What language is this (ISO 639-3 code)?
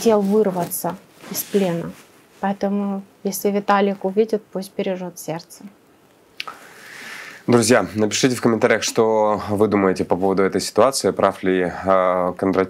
rus